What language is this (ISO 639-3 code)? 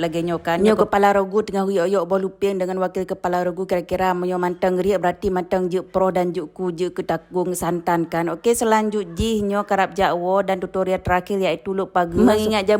ace